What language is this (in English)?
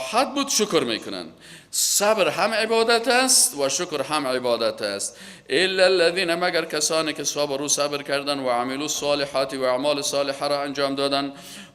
Persian